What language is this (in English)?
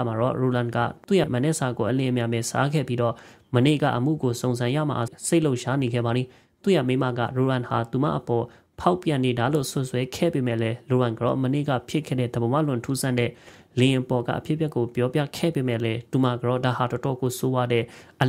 Burmese